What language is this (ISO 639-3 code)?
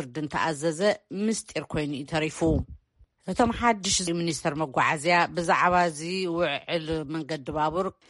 tir